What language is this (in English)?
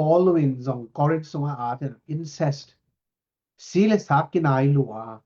Tedim Chin